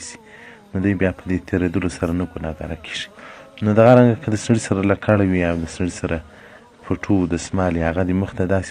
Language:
Pashto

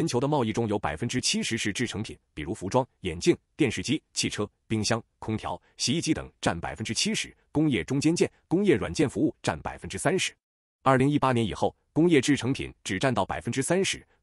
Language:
Chinese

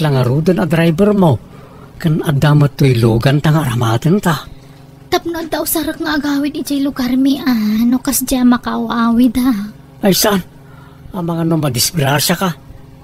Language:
Iloko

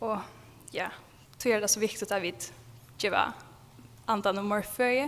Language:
Faroese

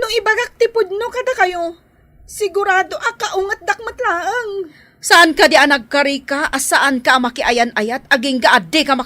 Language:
Iloko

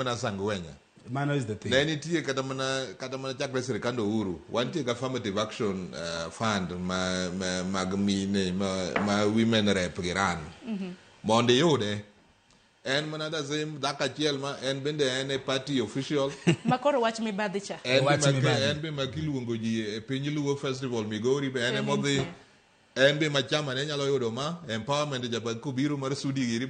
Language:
Luo (Kenya and Tanzania)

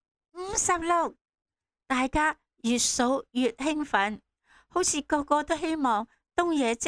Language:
Cantonese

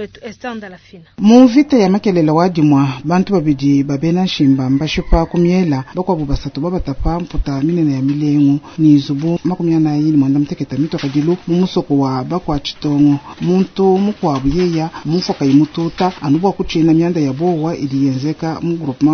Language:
Luba-Lulua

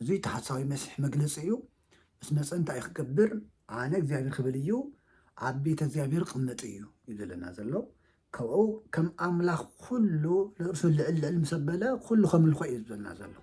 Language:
Tigrinya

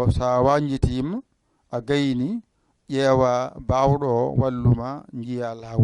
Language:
Fula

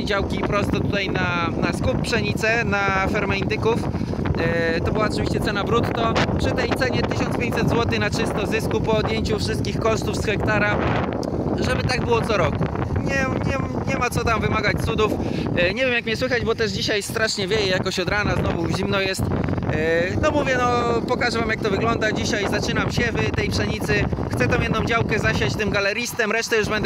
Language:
Polish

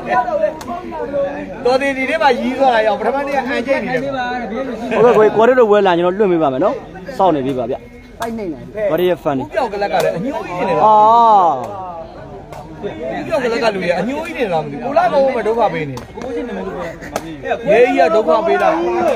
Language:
Burmese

